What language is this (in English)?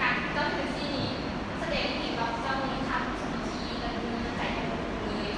Lao